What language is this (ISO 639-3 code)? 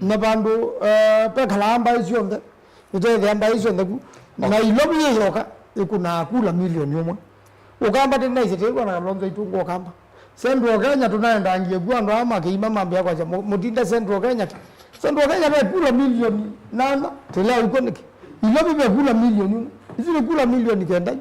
kam